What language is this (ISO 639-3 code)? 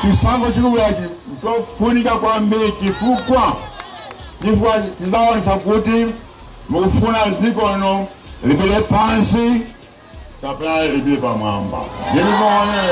nya